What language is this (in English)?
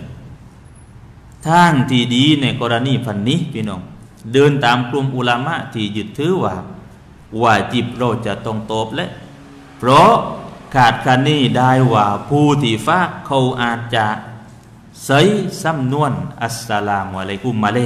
Thai